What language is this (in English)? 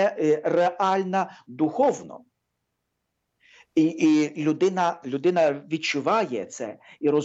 Ukrainian